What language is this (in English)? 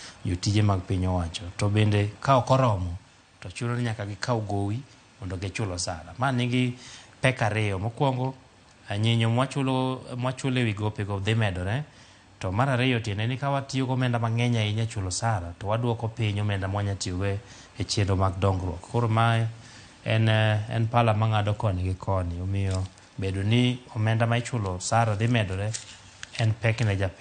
Luo (Kenya and Tanzania)